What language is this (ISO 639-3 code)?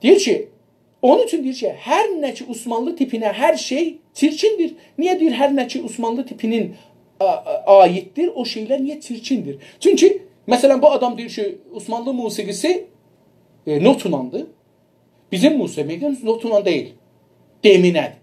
azb